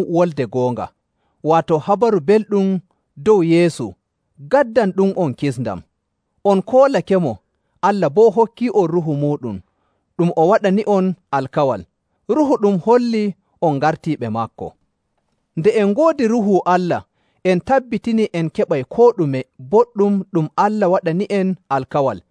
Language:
Nigerian Fulfulde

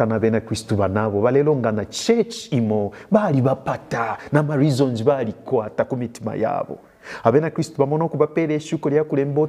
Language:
Bemba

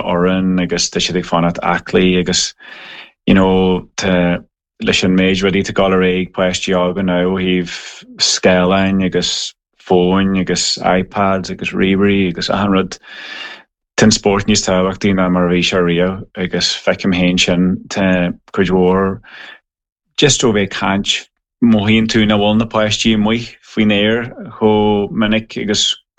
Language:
Irish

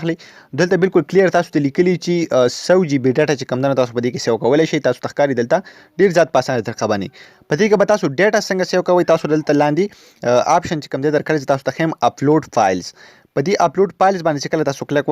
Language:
Pashto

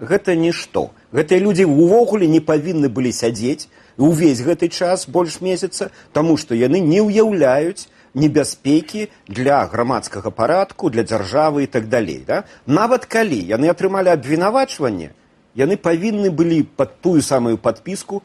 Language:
Belarusian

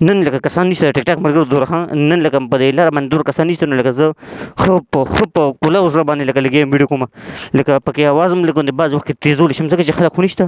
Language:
Pashto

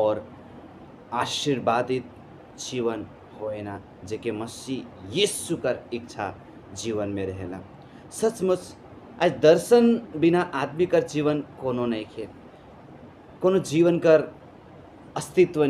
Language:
Sadri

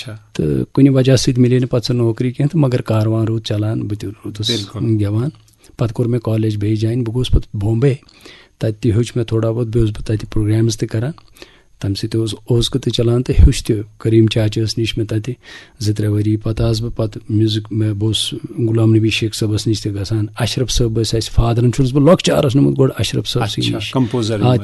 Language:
Kashmiri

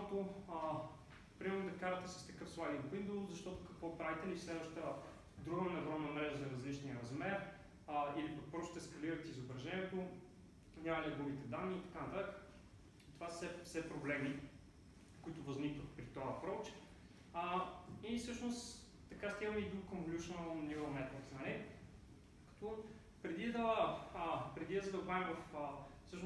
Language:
Bulgarian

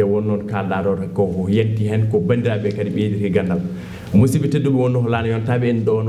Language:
Fula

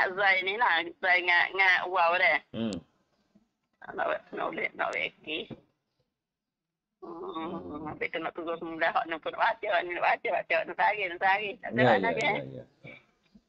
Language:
Malay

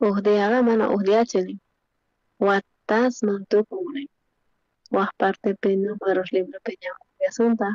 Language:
South Bolivian Quechua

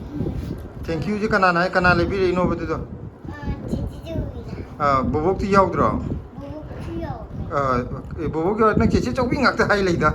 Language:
Manipuri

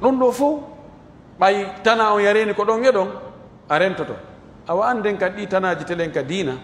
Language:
Pular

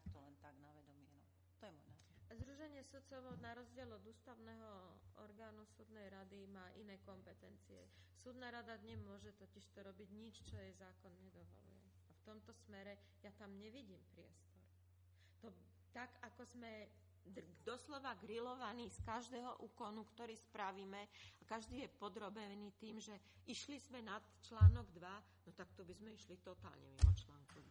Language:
Slovak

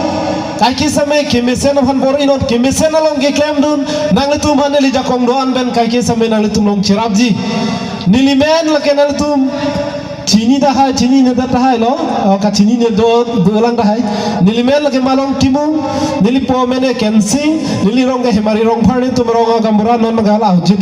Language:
Karbi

